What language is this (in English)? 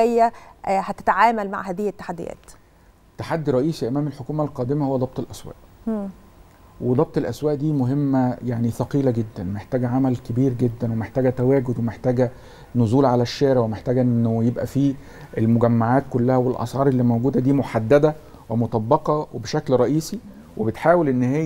Egyptian Arabic